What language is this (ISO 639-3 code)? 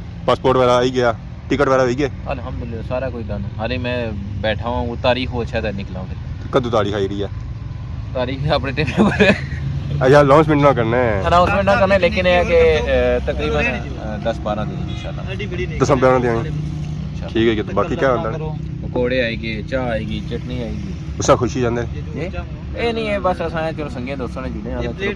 phr